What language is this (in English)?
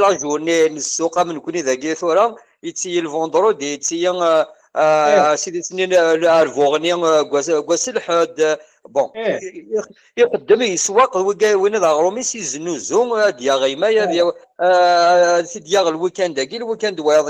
Kabyle